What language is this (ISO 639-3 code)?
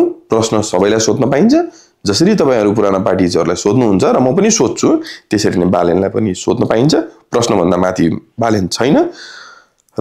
nep